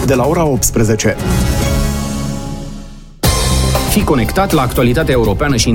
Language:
Romanian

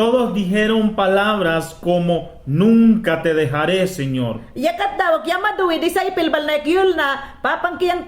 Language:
Mayangna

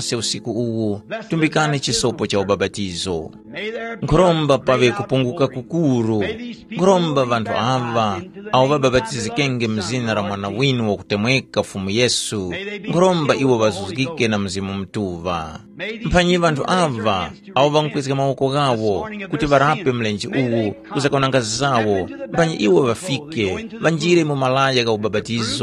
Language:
Tumbuka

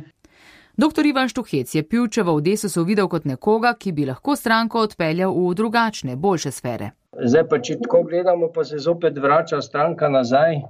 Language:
Slovenian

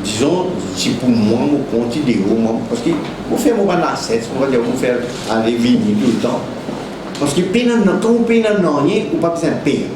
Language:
Morisyen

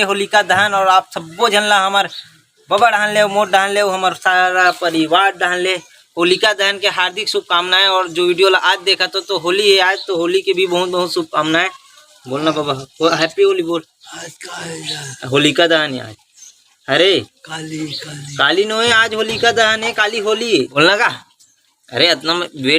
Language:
Chhattisgarhi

